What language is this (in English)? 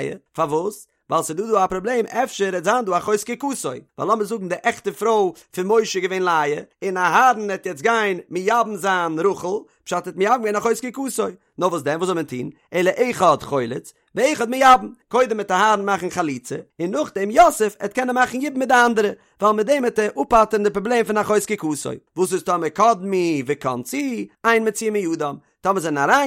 Yiddish